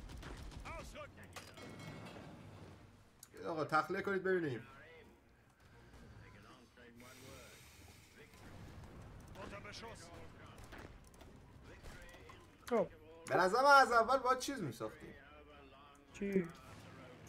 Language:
Persian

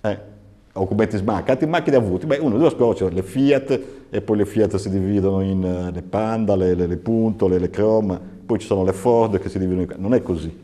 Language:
Sardinian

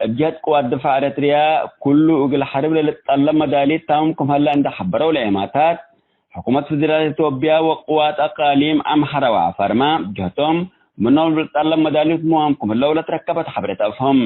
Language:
Tigre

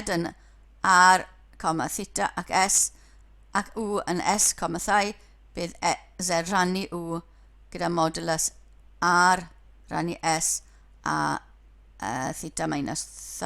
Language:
Welsh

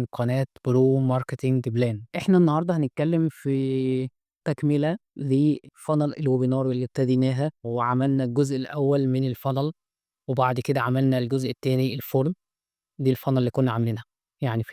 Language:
Egyptian Arabic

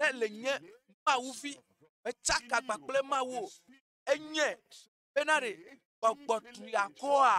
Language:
Ewe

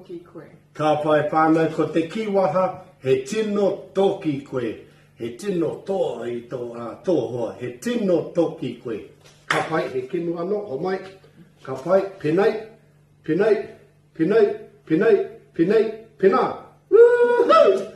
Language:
Māori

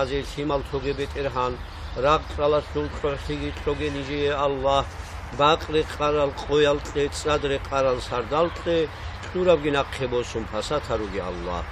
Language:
Avaric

